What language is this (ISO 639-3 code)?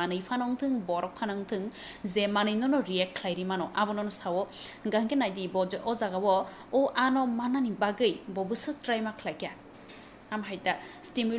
trp